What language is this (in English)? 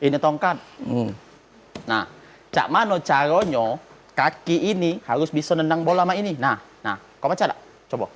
Musi